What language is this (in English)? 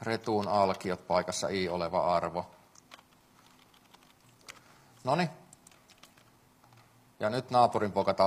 Finnish